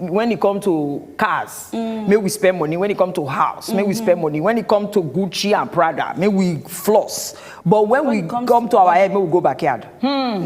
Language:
Nigerian Pidgin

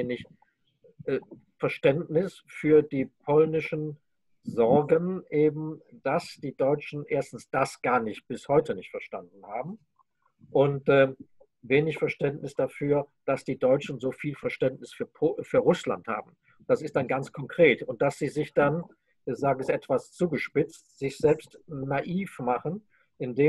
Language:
German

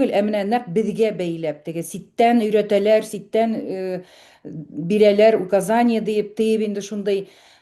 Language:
Bashkir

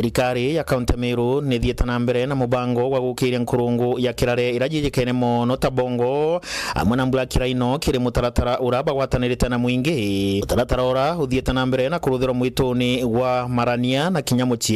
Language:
Meru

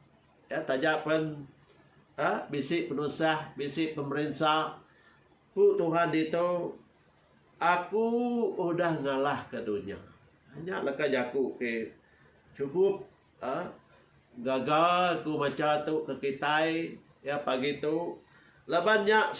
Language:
Iban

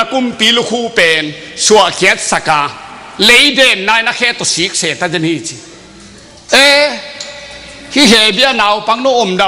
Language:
Tedim Chin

